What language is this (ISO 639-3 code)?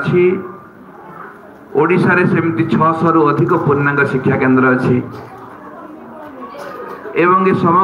ori